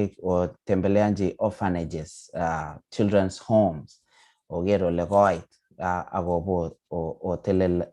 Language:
Kalenjin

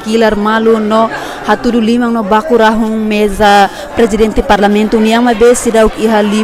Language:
Tetum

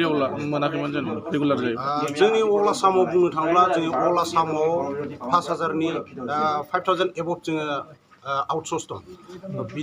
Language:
Bodo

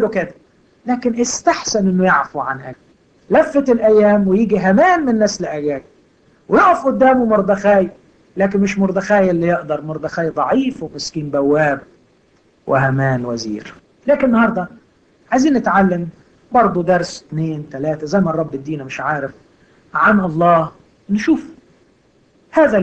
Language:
Egyptian Arabic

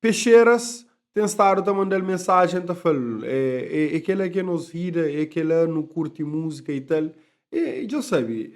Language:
Kabuverdianu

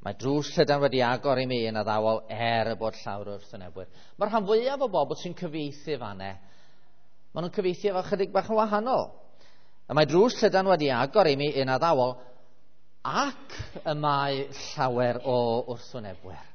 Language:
Welsh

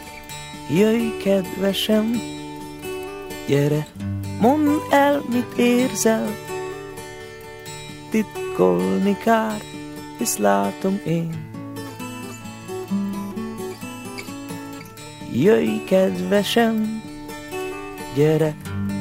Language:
Hungarian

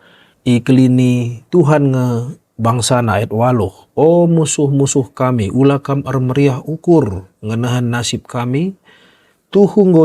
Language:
Batak Karo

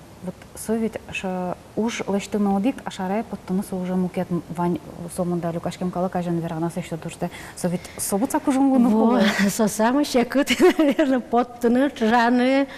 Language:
Udmurt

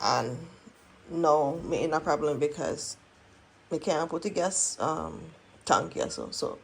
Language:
Jamaican Creole English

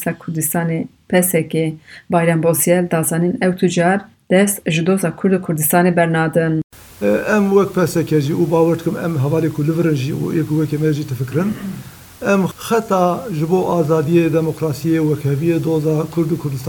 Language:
Kurdish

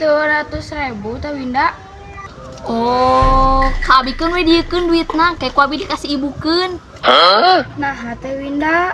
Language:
Sundanese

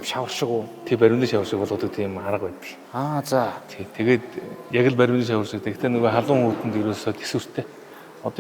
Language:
Mongolian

